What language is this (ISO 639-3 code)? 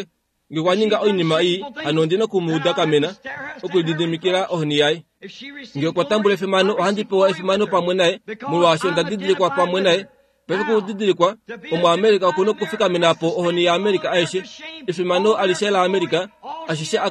kua